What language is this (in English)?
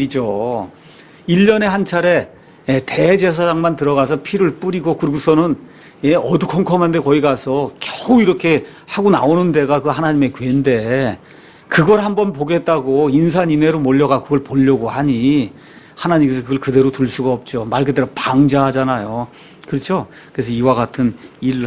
Korean